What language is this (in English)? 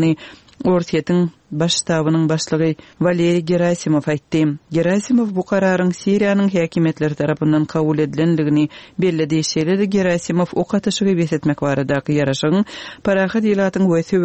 Turkmen